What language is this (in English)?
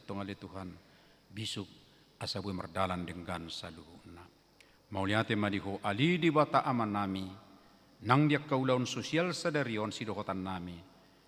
Batak Toba